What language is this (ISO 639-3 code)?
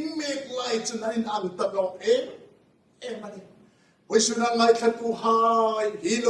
hmr